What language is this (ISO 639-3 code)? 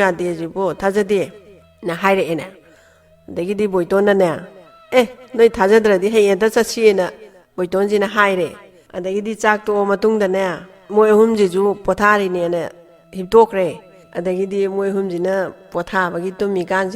mni